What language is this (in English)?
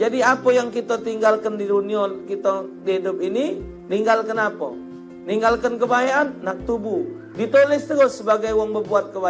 Musi